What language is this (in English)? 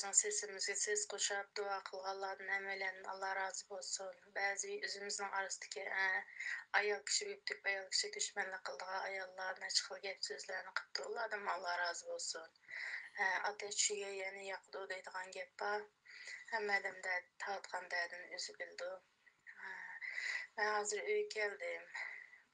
Uyghur